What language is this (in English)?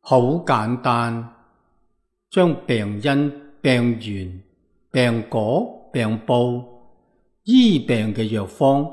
Cantonese